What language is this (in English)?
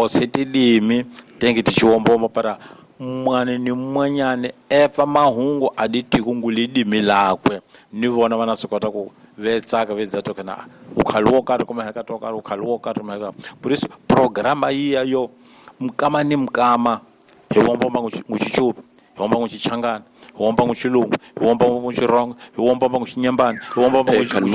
Tsonga